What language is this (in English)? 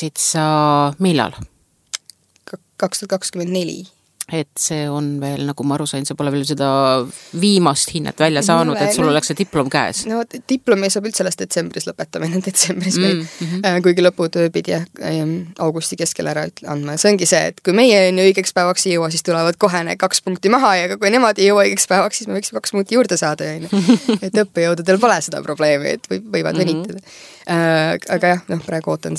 Estonian